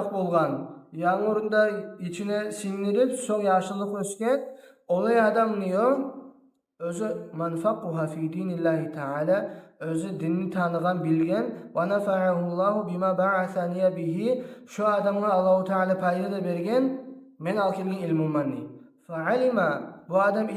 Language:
Kumyk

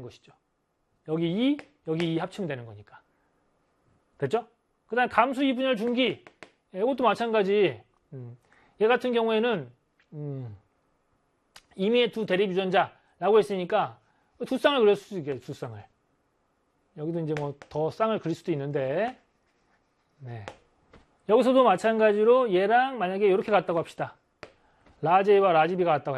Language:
Korean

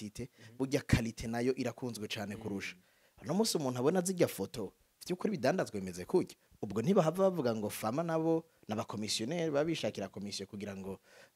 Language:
Rundi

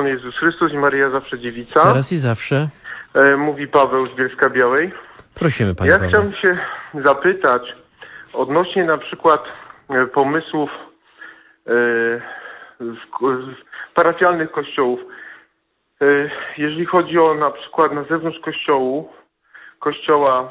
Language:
Polish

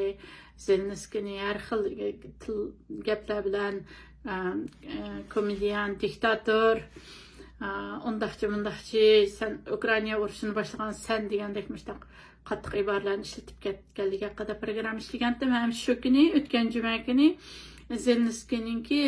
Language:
Uyghur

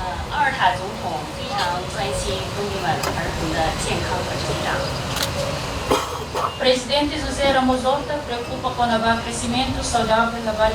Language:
Tetum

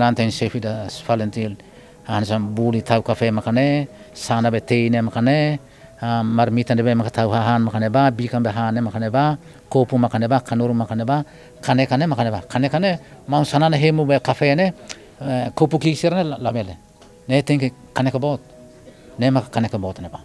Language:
Tetum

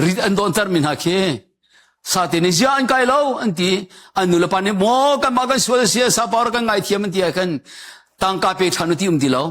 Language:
Hakha Chin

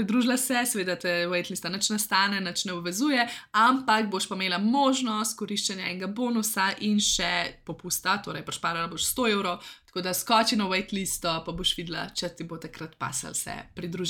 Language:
Slovenian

